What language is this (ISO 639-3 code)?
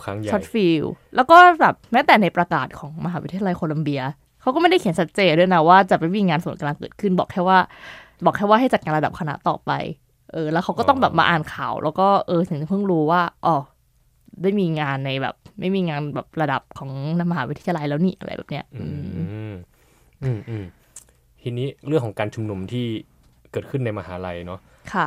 tha